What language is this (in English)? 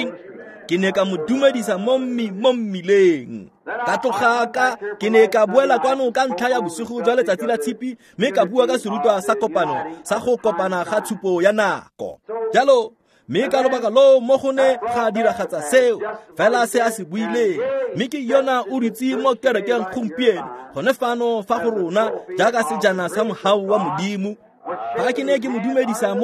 Tswana